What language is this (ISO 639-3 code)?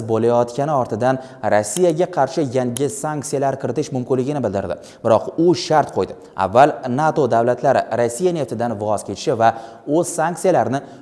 uzb